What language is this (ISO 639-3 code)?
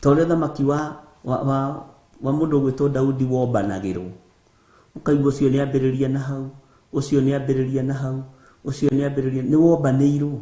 kik